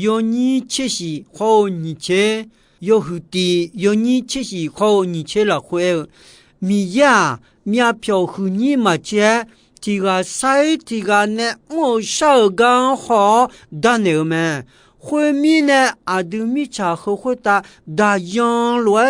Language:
Akha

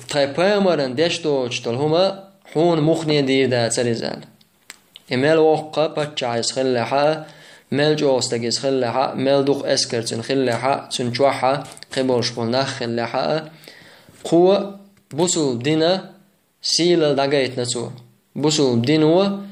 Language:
Chechen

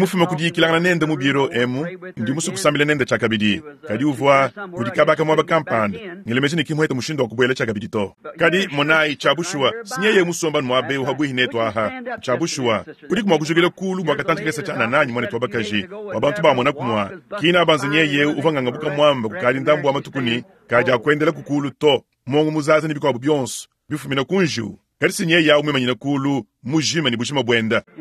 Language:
Luba-Lulua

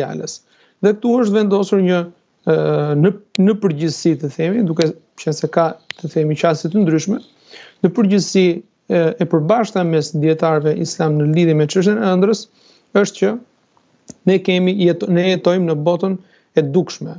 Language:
Albanian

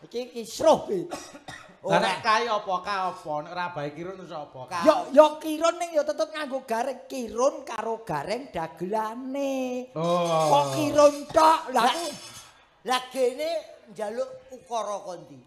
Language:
Javanese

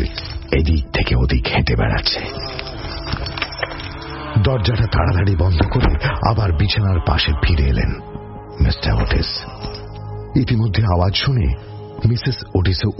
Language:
Bangla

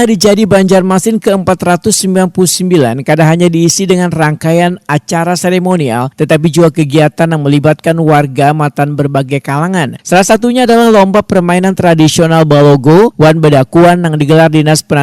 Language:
Banjar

